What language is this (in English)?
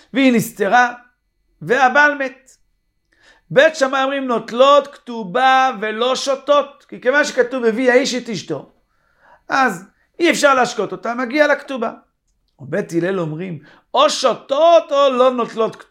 Hebrew